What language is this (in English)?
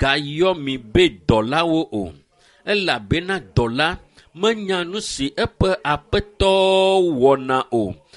Ewe